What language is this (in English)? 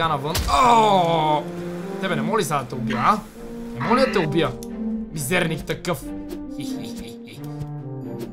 Bulgarian